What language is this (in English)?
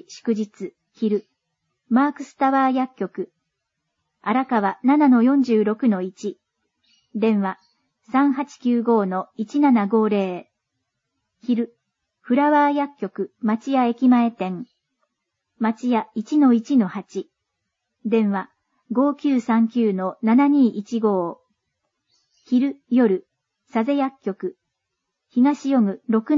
Japanese